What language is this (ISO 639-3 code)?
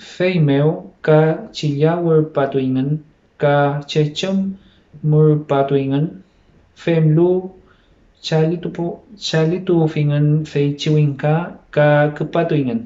arn